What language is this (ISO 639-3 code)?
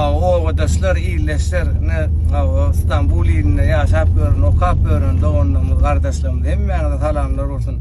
tuk